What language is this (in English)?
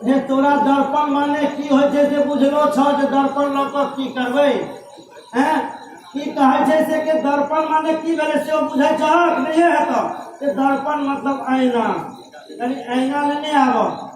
Maithili